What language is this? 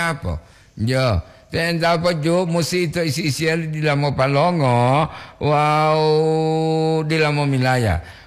Gorontalo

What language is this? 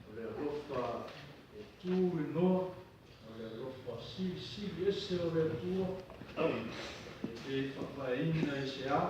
Samoan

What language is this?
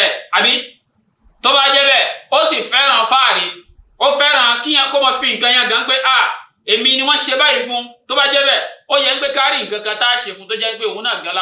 Yoruba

